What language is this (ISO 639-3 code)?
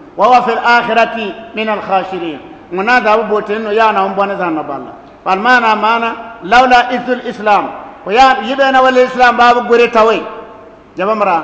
bib